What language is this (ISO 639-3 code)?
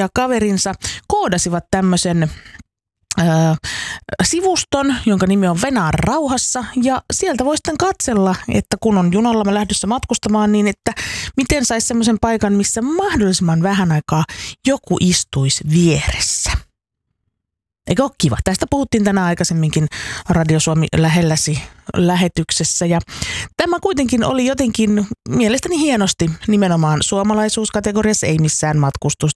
fin